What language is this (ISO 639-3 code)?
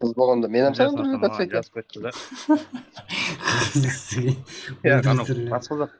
kaa